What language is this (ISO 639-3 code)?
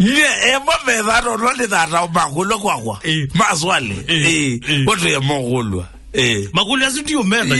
kam